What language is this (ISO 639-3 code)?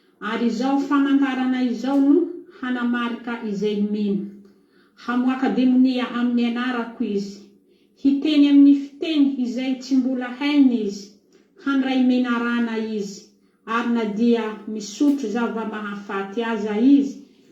mlg